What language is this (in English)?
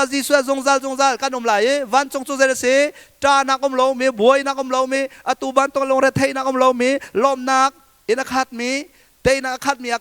Hakha Chin